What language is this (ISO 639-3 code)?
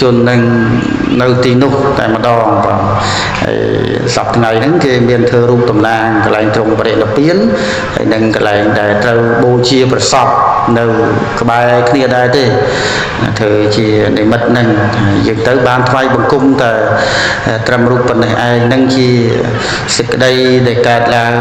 khm